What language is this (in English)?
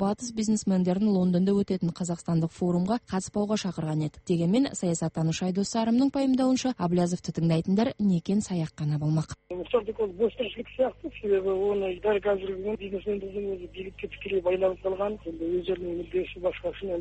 Kazakh